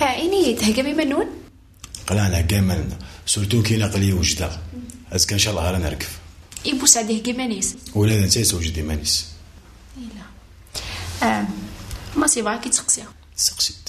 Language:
Kabyle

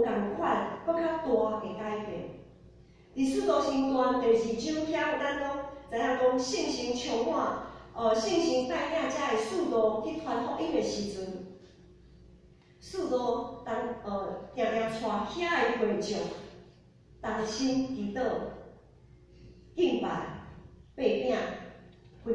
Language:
Min Nan Chinese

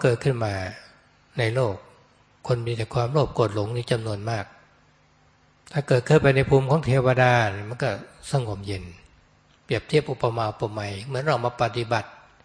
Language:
Thai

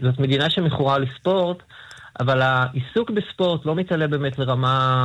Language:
Hebrew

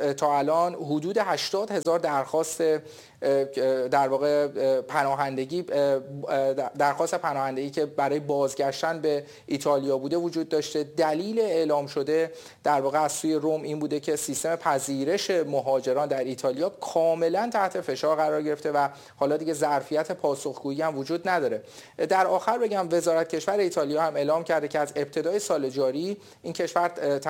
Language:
Persian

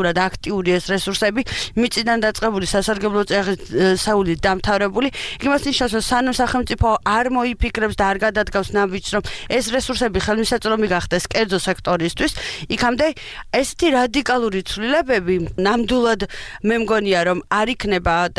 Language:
Georgian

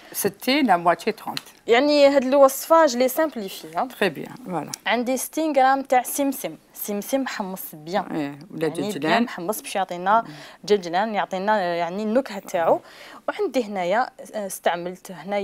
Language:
Algerian Arabic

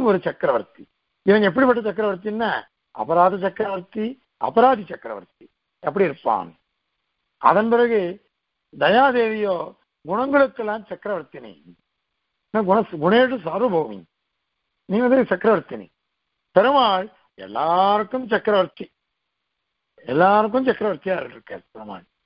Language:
Tamil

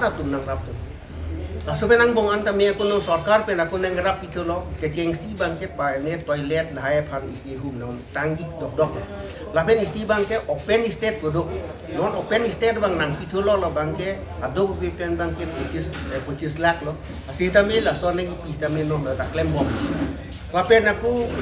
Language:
Karbi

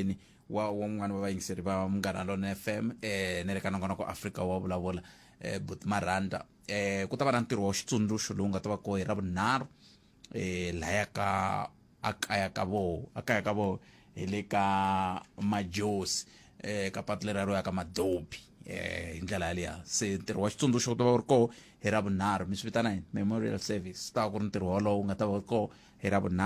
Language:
Tsonga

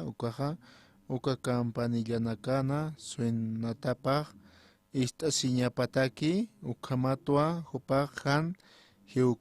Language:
Aymara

